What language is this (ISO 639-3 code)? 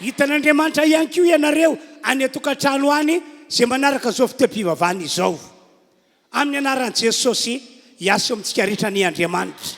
mlg